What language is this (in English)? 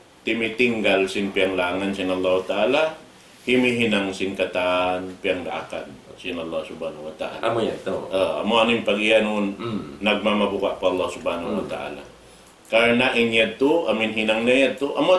Tausug